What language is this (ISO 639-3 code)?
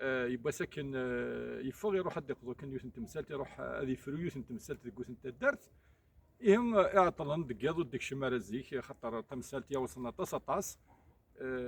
kab